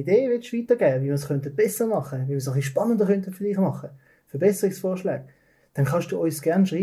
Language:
Swiss German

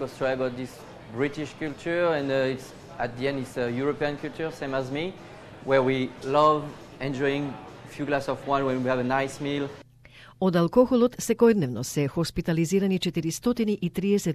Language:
Macedonian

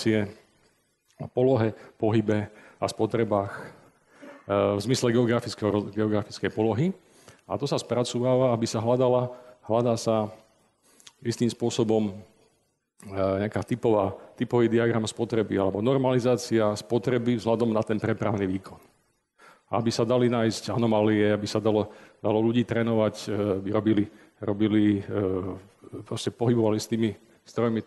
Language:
Slovak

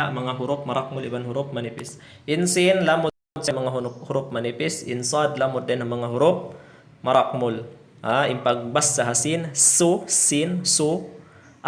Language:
Tausug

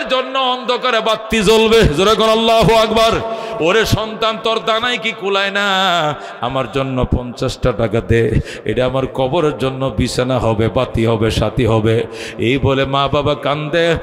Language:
Bangla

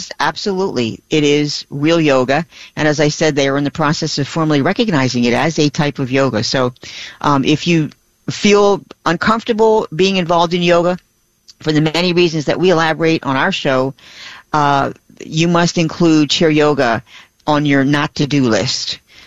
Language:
English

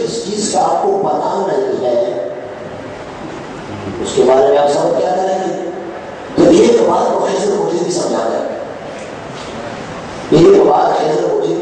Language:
Urdu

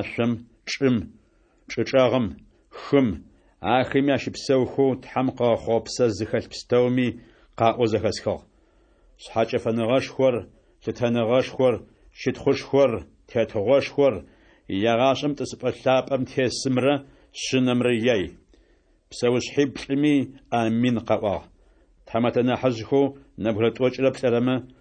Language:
Adyghe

